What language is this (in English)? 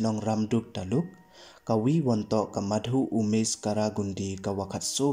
Pnar